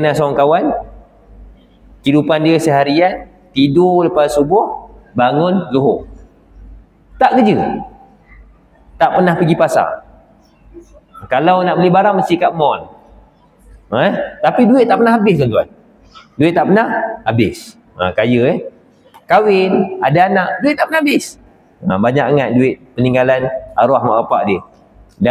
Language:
Malay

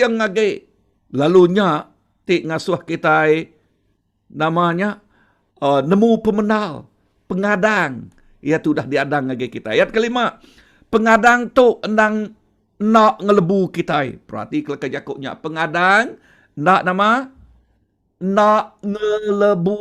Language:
Iban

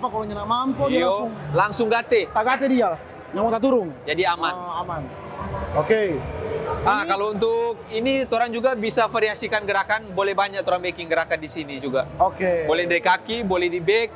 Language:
Manado Malay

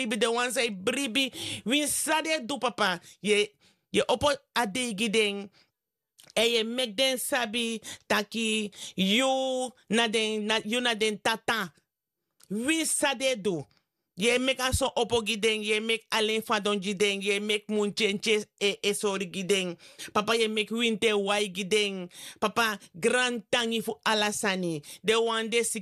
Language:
Sranan Tongo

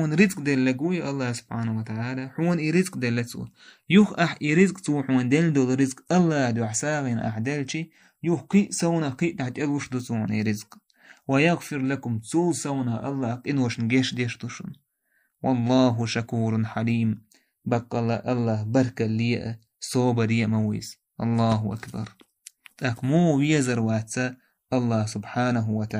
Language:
Chechen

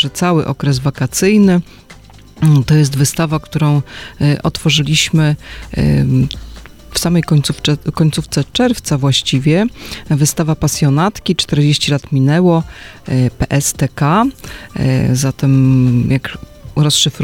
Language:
Polish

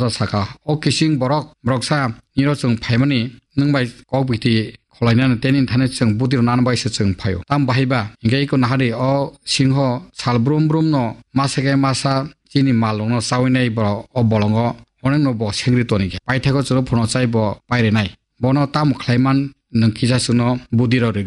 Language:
Kok Borok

